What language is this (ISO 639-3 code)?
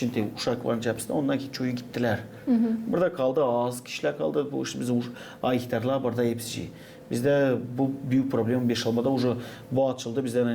gag